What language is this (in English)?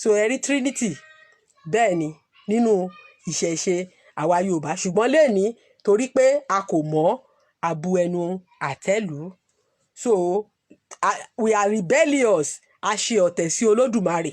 Yoruba